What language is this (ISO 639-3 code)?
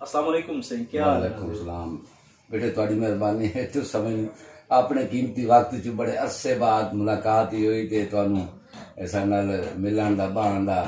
skr